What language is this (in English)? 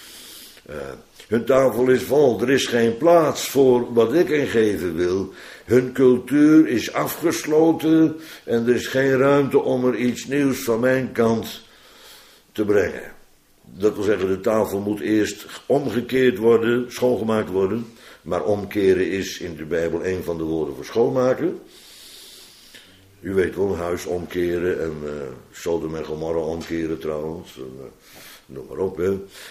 Dutch